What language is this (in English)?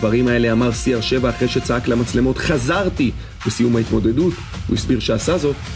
Hebrew